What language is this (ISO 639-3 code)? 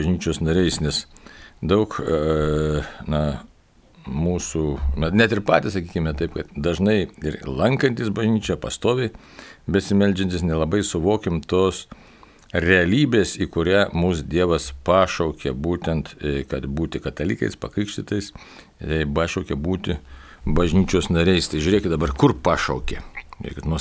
lit